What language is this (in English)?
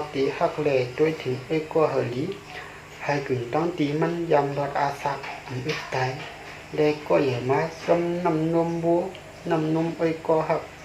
Shan